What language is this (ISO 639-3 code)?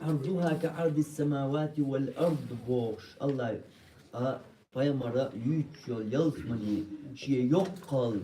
che